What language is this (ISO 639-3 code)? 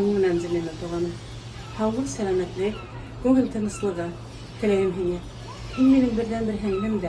bak